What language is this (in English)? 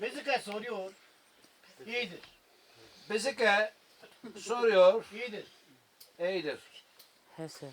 Zaza